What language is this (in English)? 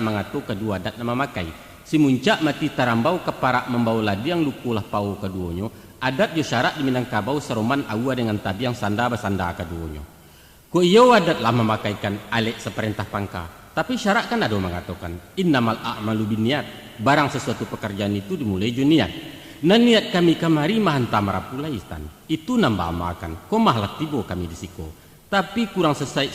Minangkabau